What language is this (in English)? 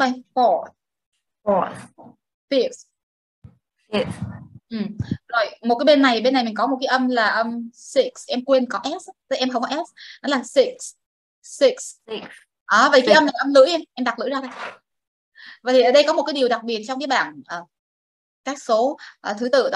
Vietnamese